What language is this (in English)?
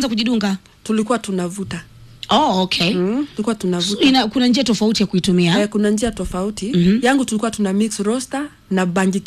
Swahili